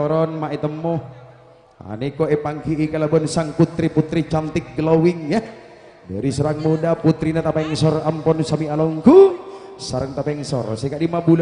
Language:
Madurese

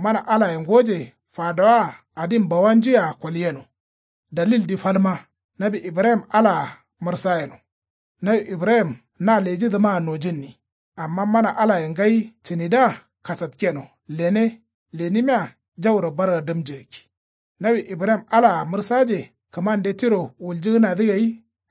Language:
Kanuri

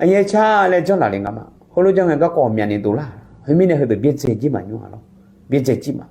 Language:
Akha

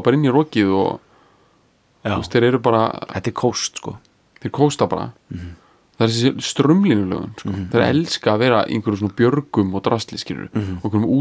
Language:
Icelandic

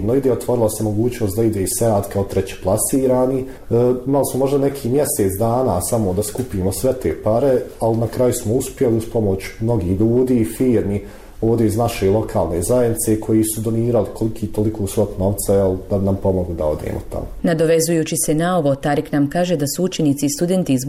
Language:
Bosnian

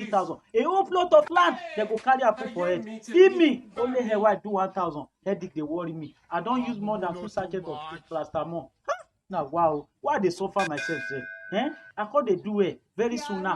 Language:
Nigerian Pidgin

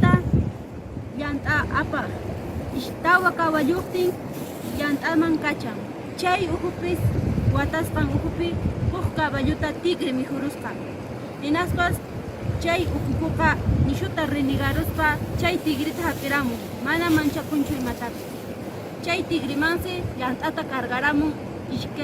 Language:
Quechua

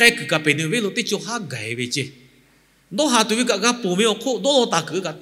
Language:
Lahu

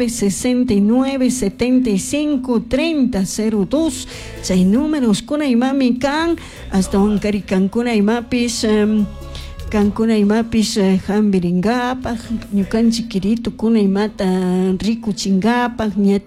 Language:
Chimborazo Highland Quichua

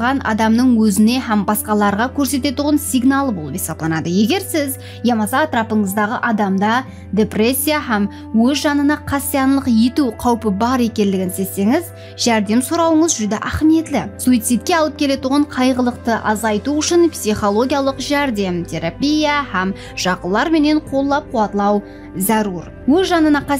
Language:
Kara-Kalpak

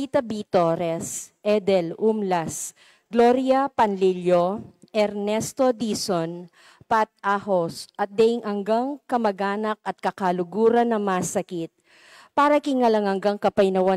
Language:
Pampanga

